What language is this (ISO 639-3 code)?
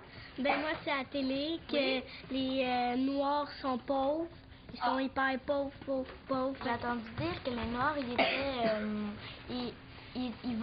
fra